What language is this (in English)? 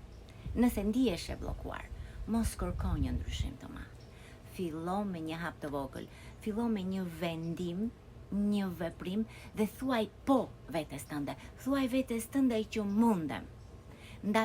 Albanian